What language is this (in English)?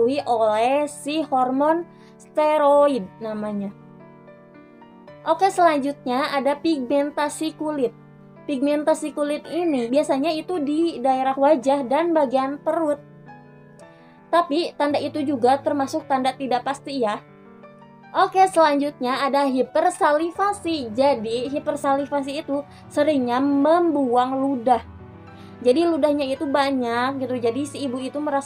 Indonesian